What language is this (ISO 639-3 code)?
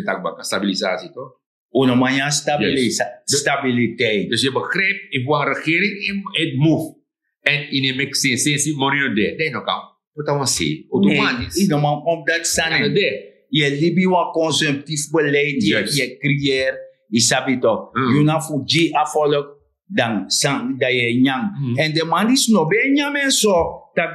srn